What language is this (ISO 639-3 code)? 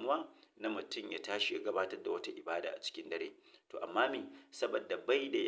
hau